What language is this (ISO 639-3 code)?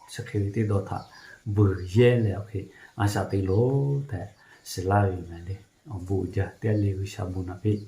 lhu